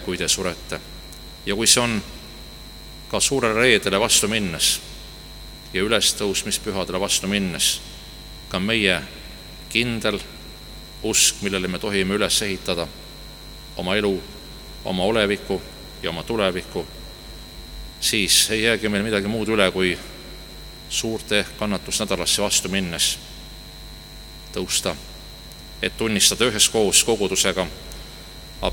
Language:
Estonian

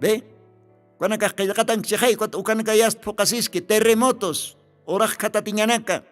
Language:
Aymara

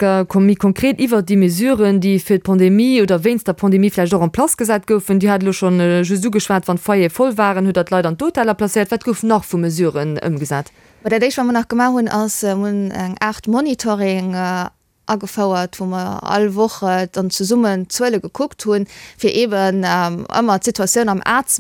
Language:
Luxembourgish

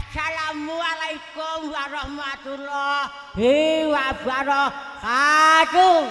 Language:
Javanese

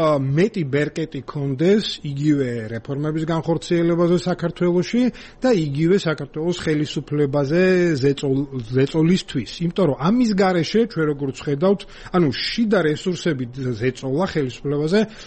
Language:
Georgian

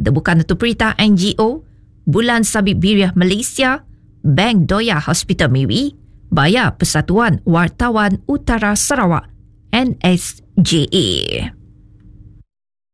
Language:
Malay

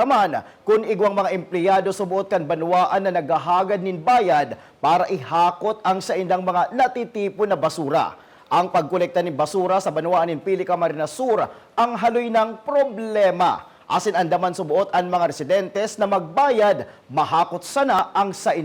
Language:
Bikol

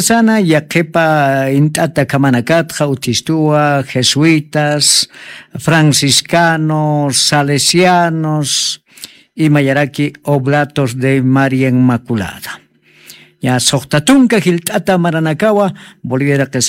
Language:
Aymara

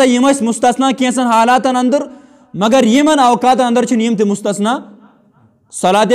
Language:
Kashmiri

